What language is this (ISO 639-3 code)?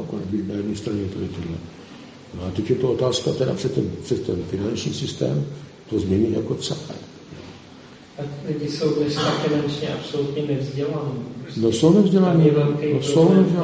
ces